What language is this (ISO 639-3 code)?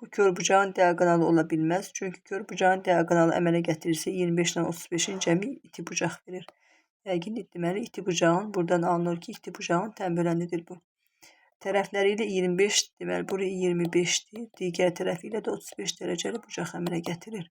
aze